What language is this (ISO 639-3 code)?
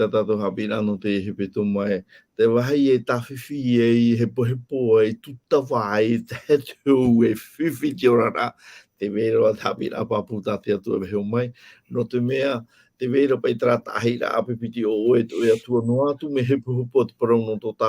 tah